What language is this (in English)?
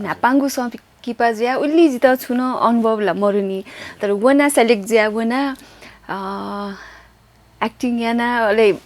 Newari